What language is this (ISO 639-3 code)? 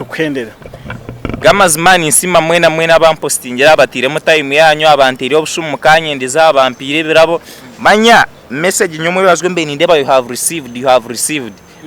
nyn